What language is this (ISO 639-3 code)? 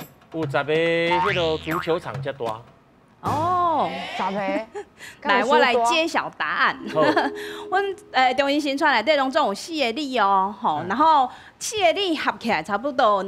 nan